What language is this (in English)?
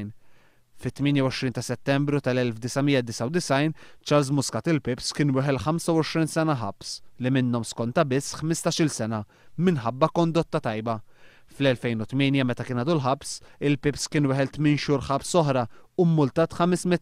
Maltese